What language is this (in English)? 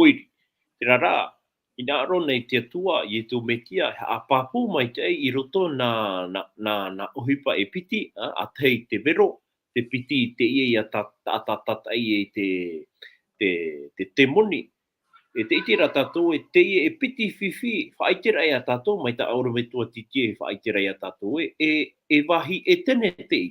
Tahitian